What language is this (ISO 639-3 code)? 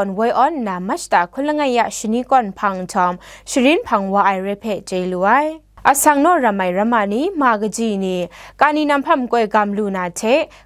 kac